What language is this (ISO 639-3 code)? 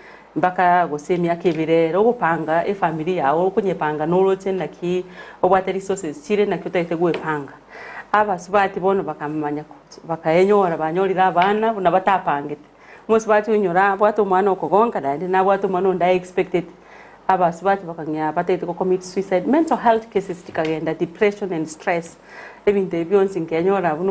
guz